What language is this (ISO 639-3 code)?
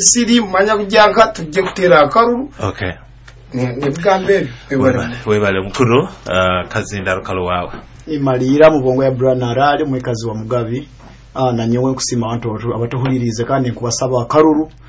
nyo